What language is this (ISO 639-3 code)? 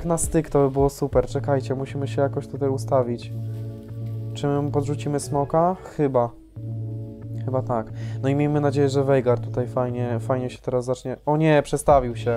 pol